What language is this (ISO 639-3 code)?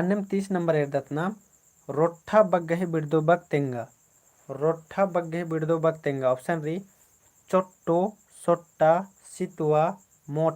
kru